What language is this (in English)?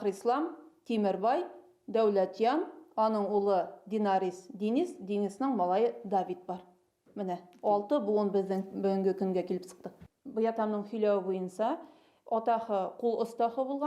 Bashkir